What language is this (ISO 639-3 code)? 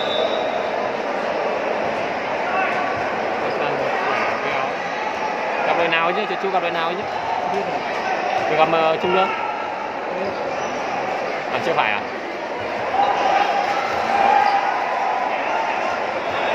vie